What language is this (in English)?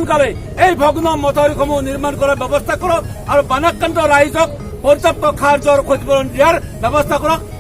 Assamese